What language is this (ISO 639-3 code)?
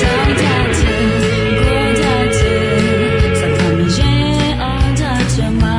ahk